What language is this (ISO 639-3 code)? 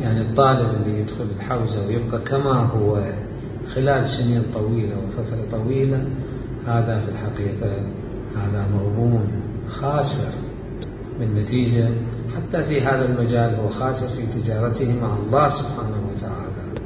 acm